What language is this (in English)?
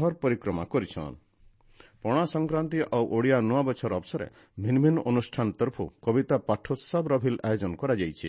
Odia